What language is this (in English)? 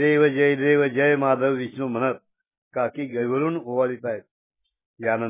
Marathi